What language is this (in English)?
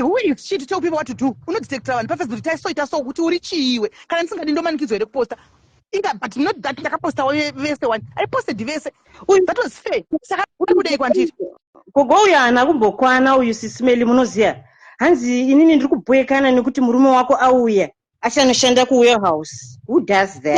Shona